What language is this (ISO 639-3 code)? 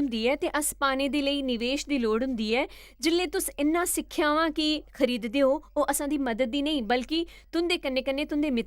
doi